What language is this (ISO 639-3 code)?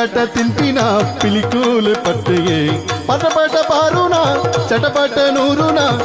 tcy